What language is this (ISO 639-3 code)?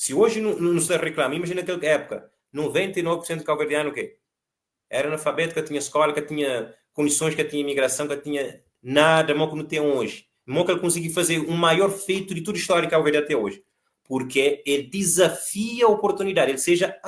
kea